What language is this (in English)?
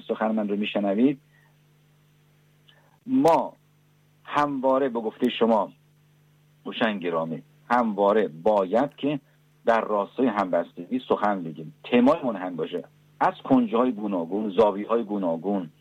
Persian